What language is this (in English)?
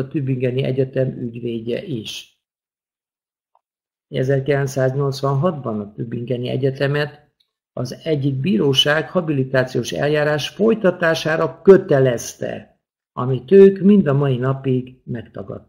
Hungarian